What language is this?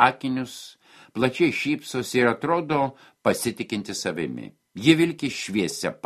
Lithuanian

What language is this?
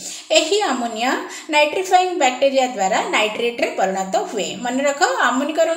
Odia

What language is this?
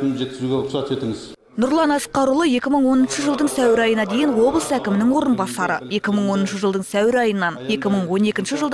Kazakh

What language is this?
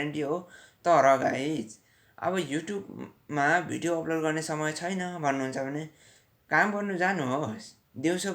Nepali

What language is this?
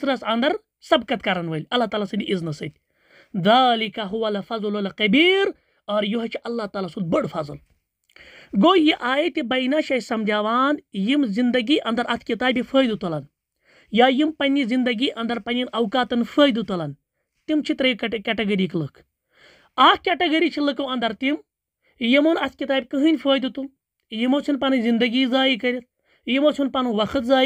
Kashmiri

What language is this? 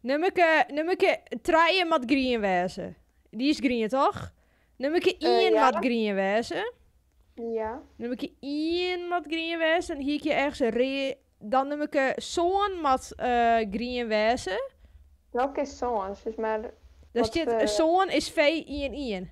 Western Frisian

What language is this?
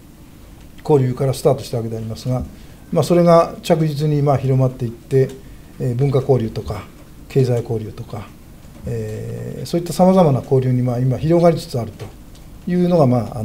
Japanese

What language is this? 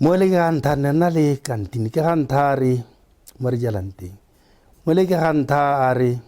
Tswana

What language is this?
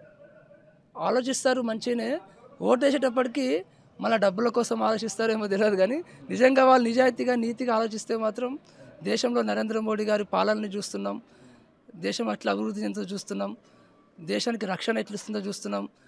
Telugu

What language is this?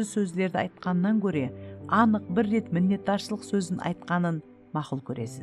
Kara-Kalpak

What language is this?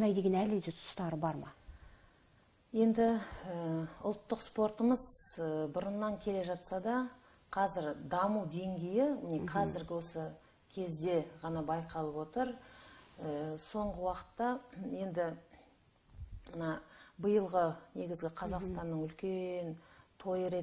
Kazakh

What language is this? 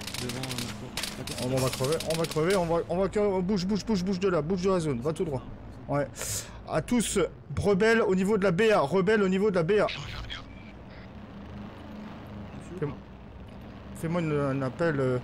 French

